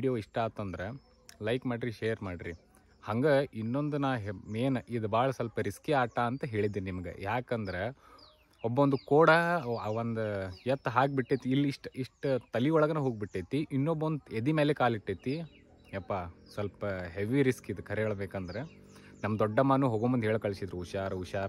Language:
Kannada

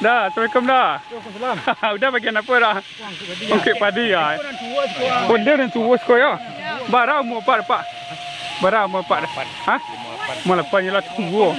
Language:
Minangkabau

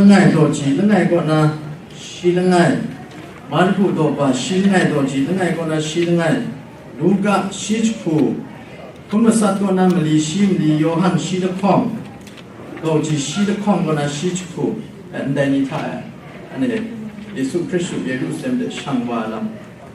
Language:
Kachin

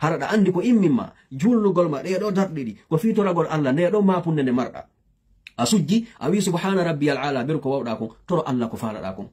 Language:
Pular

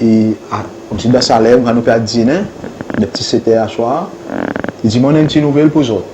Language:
Seselwa Creole French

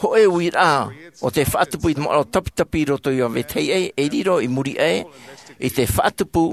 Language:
Tahitian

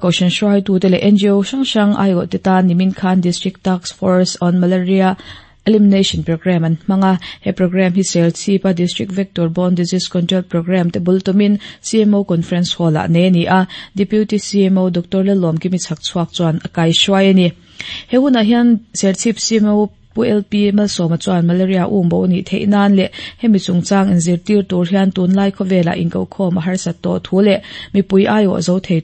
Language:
Mizo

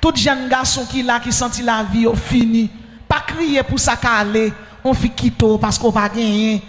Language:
Haitian Creole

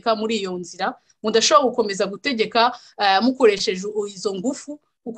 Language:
Kinyarwanda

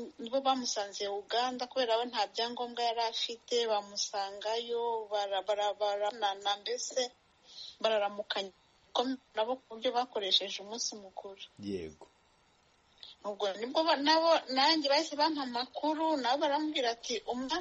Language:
Kinyarwanda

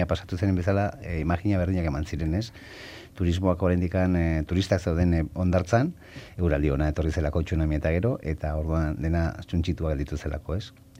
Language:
Basque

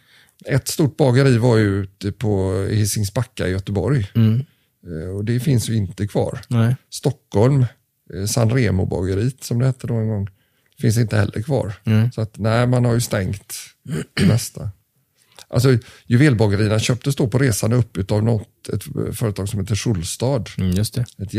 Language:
Swedish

